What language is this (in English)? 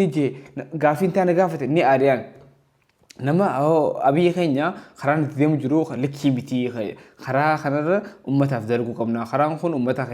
Oromo